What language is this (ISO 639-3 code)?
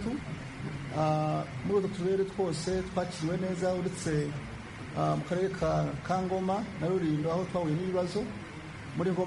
kin